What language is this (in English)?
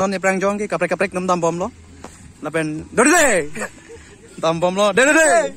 Karbi